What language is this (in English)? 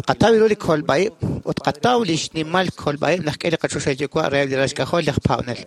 Kekchí